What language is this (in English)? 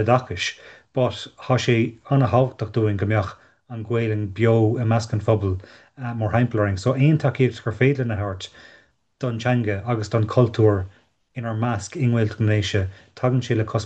Irish